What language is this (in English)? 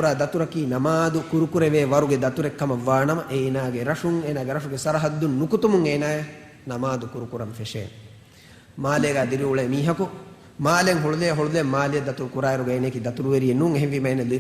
Divehi